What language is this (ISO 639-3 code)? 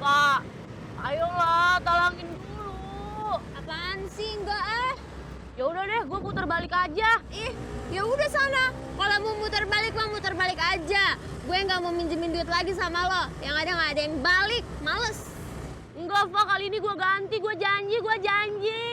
bew